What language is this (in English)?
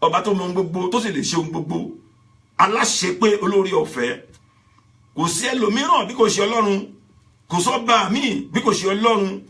Yoruba